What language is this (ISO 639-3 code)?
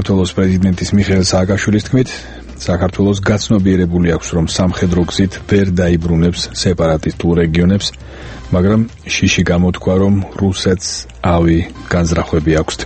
kat